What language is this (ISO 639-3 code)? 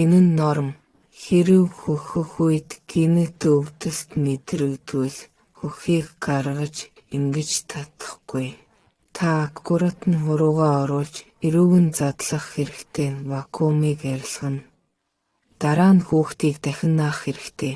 mon